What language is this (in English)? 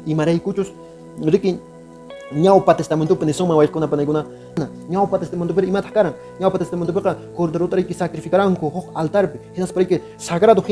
Quechua